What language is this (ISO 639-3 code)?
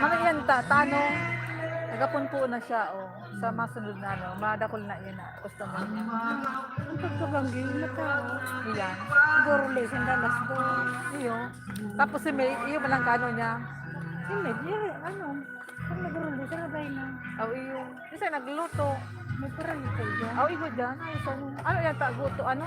bik